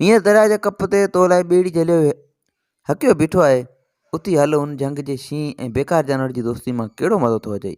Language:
Sindhi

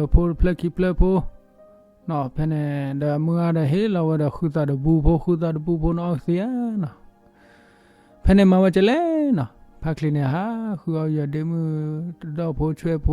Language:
S'gaw Karen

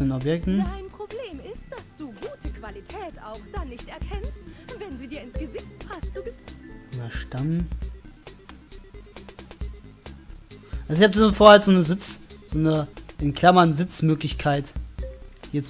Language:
German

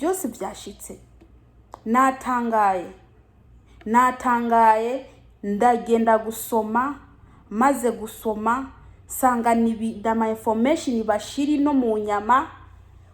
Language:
Rundi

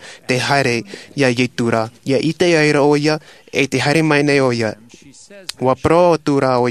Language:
Tahitian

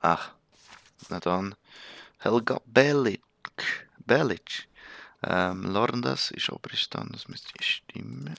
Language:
Swiss German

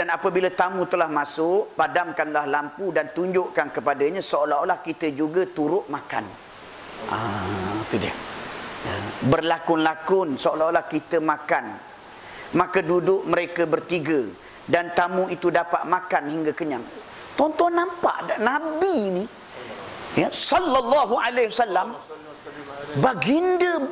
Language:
Malay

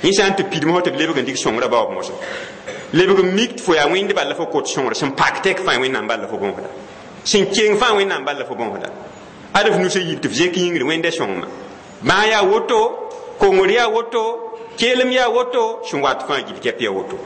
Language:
Mossi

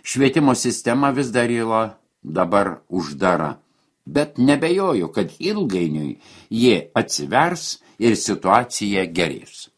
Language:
Lithuanian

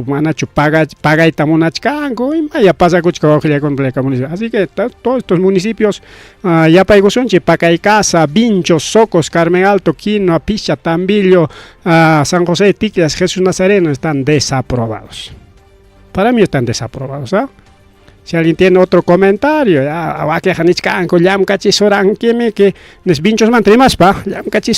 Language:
Ayacucho Quechua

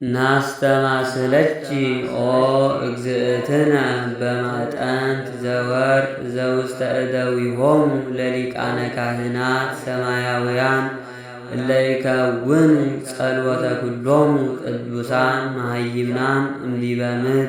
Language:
Geez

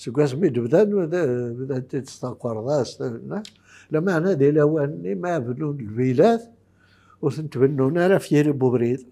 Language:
Kabyle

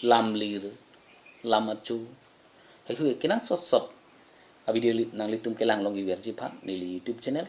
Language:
Karbi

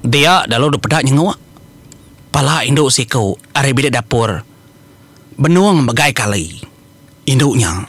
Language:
Iban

